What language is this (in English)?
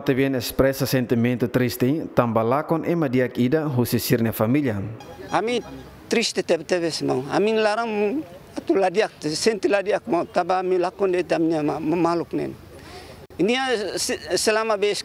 Tetum